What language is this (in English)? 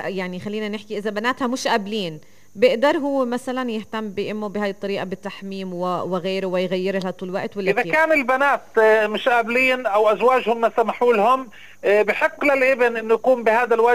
North Levantine Arabic